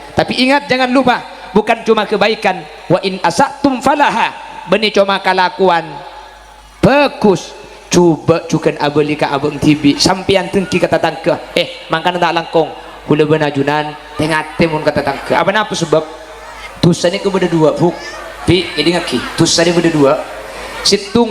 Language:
Madurese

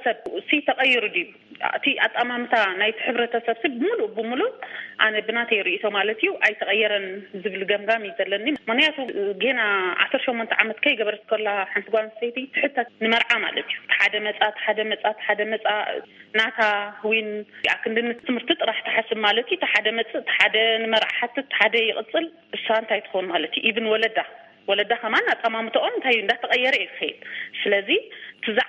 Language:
Tigrinya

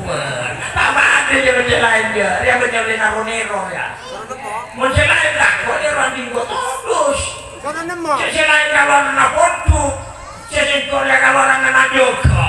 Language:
Madurese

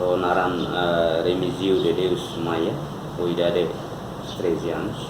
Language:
Tetum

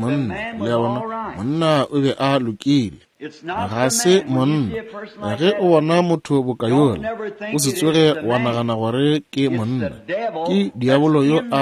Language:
Northern Sotho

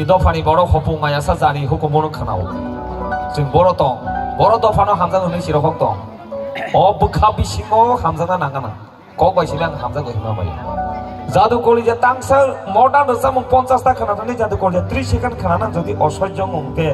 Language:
Kok Borok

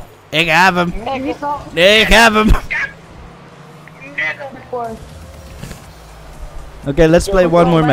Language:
Dutch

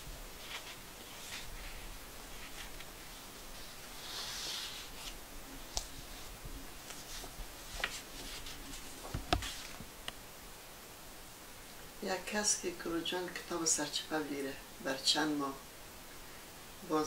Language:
Persian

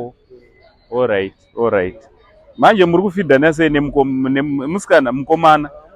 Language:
Shona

